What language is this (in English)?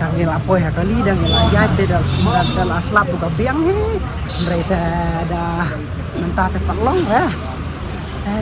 Khasi